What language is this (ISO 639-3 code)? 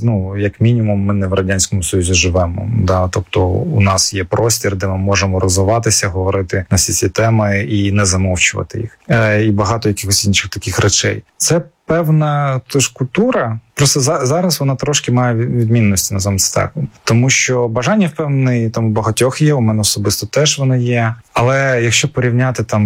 ukr